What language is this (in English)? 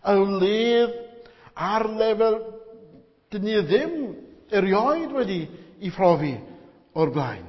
Welsh